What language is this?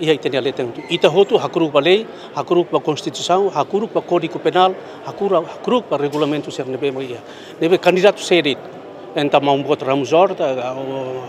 Tetum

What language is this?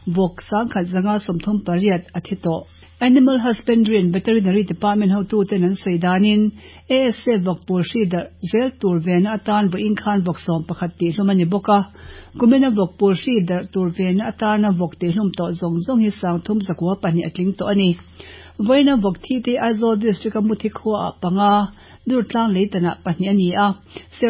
Mizo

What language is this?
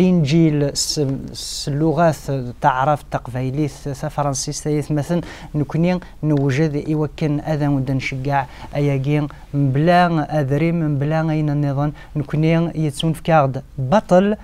Kabyle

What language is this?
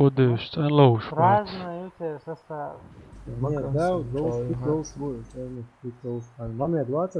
Chechen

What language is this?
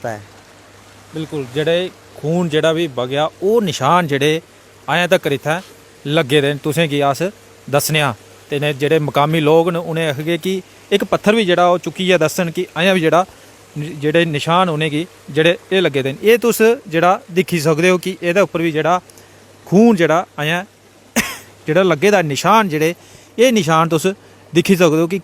Dogri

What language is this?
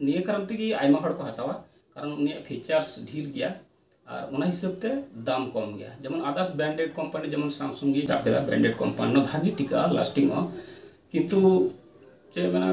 Santali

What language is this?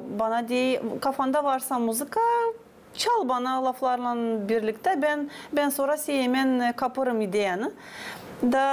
Gagauz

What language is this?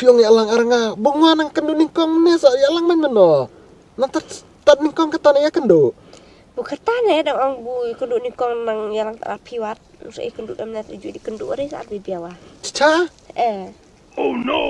Khasi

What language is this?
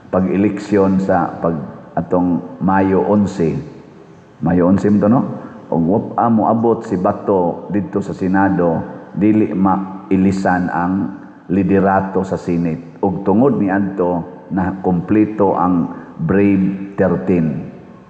Cebuano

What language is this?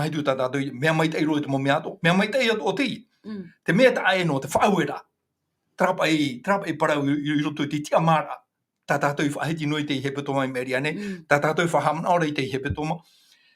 Tahitian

